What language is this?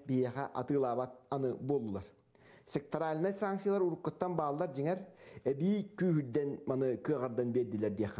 Yakut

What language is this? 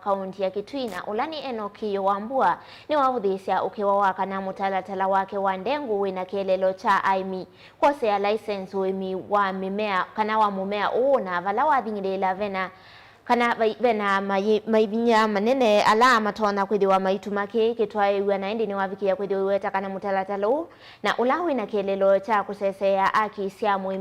Kamba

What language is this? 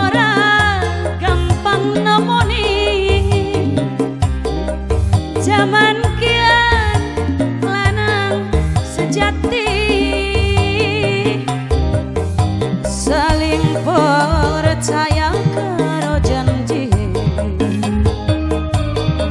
Javanese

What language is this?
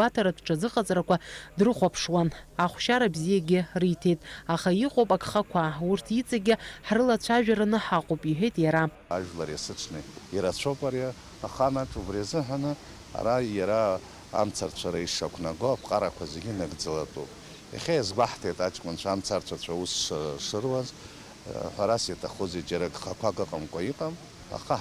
Abkhazian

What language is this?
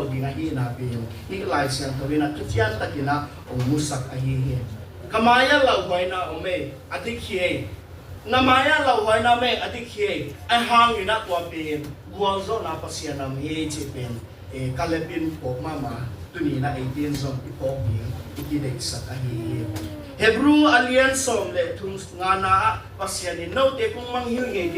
Tedim Chin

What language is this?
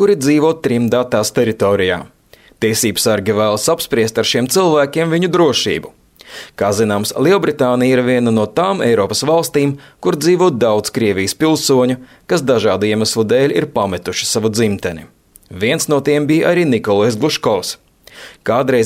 Latvian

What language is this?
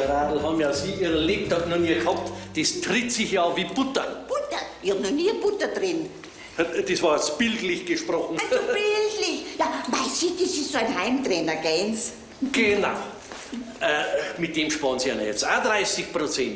Bavarian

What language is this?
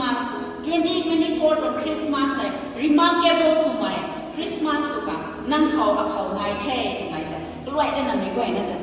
Rongmei Naga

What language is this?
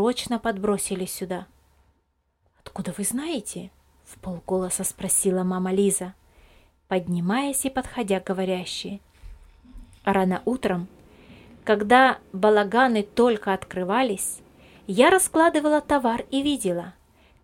Russian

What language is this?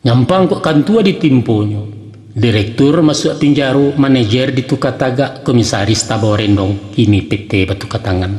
Minangkabau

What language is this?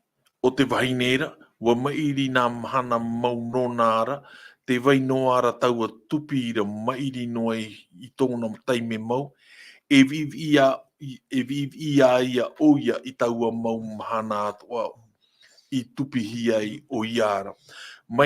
Tahitian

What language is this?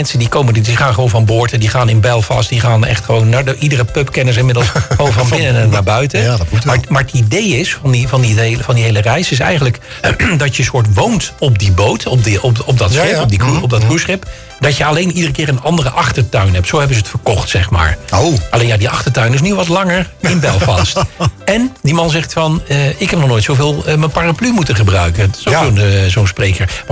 Dutch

